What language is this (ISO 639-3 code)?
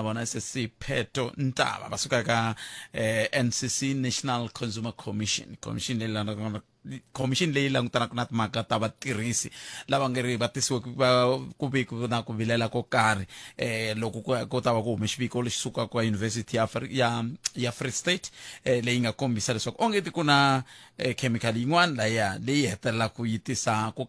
tso